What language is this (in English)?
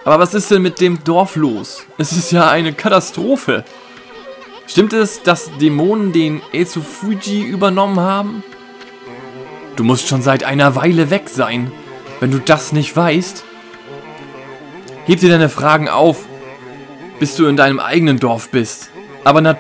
German